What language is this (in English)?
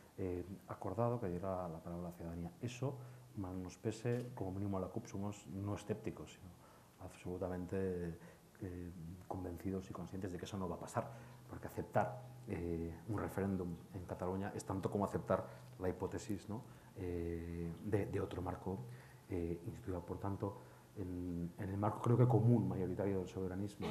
Spanish